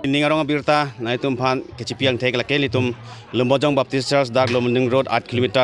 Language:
Karbi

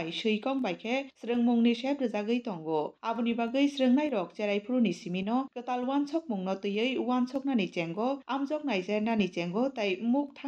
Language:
Kok Borok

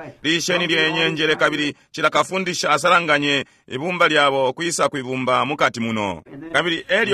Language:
Bemba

